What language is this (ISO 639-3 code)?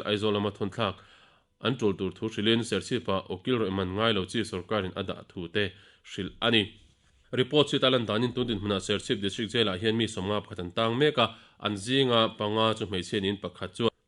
lus